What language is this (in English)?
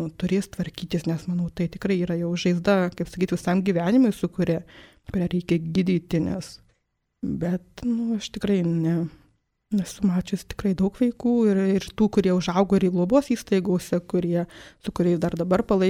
Lithuanian